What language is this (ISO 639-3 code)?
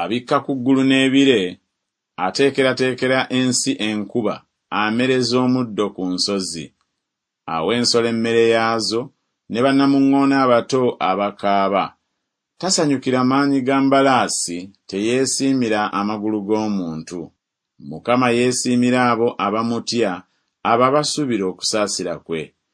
lug